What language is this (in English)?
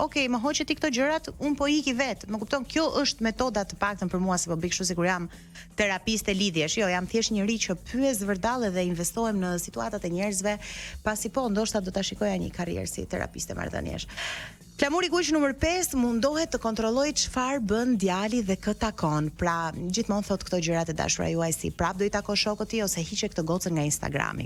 Albanian